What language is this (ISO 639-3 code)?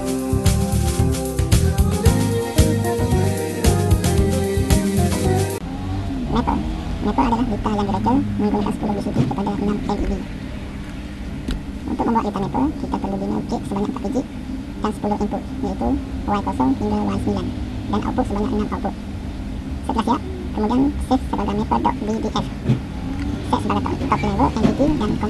msa